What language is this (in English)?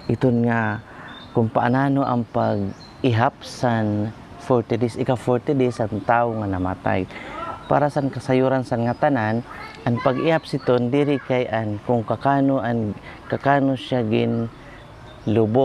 Waray